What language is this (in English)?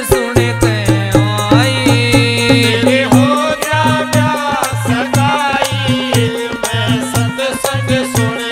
Hindi